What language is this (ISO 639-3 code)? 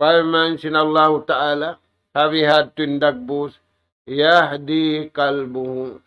tsg